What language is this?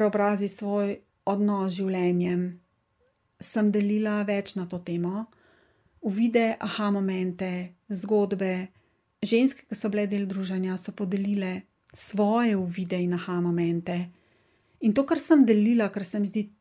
Slovenian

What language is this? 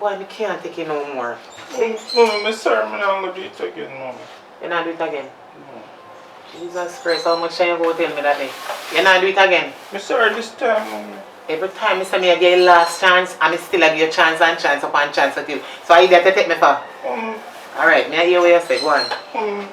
Jamaican Creole English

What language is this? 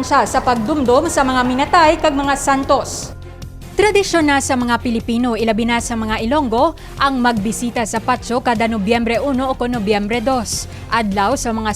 Hiligaynon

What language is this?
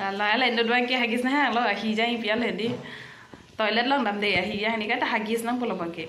Karbi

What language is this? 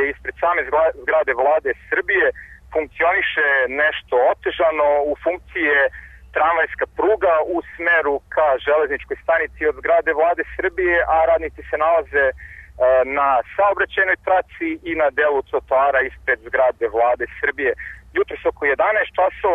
Serbian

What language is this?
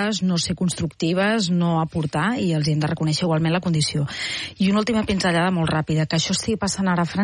Catalan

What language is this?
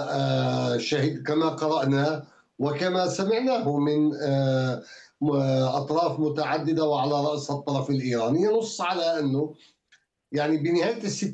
Arabic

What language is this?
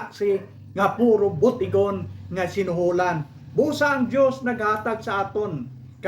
Hiligaynon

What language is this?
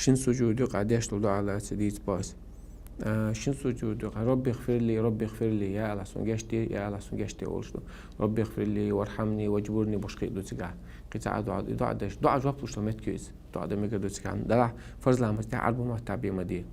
Chechen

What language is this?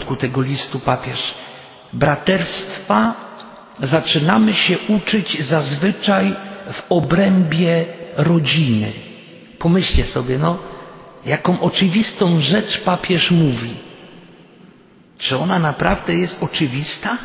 Polish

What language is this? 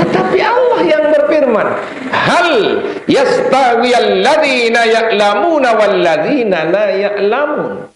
Sasak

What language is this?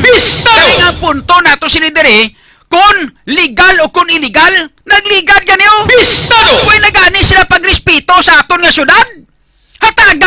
Hiligaynon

